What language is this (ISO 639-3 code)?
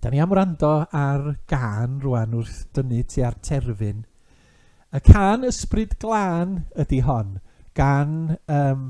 cym